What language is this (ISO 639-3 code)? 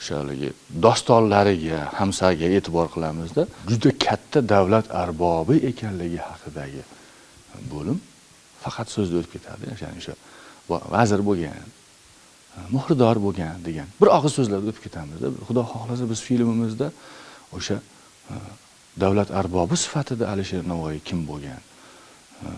uzb